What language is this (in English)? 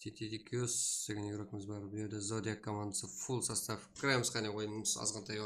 Kara-Kalpak